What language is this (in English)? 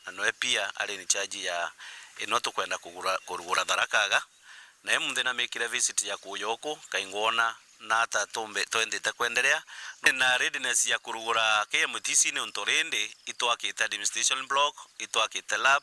Meru